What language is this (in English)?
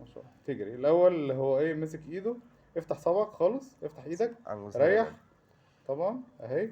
Egyptian Arabic